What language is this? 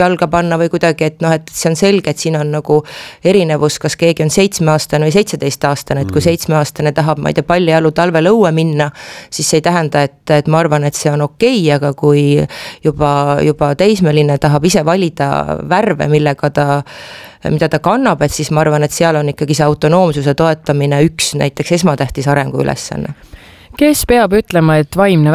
Estonian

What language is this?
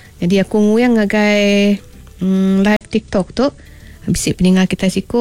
Iban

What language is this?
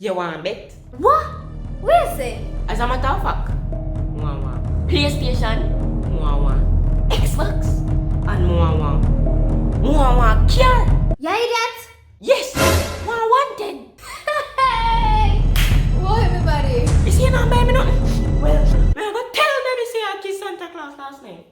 Jamaican Creole English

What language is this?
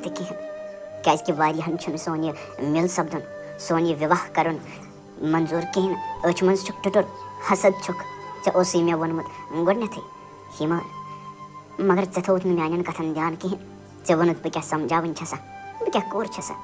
Kashmiri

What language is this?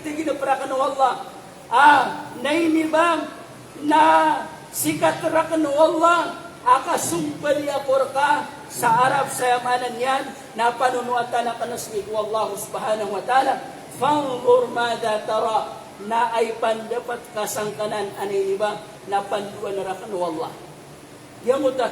Maranao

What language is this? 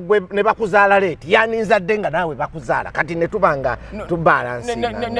Ganda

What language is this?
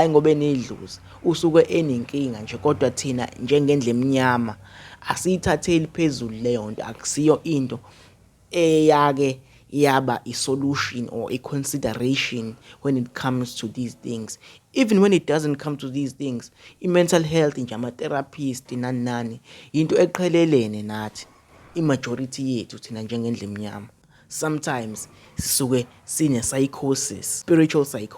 Zulu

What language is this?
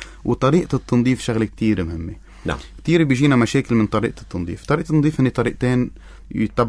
North Levantine Arabic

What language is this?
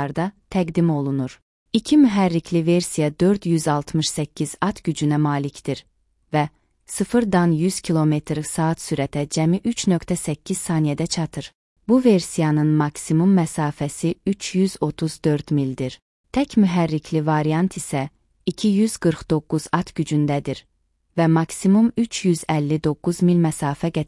Azerbaijani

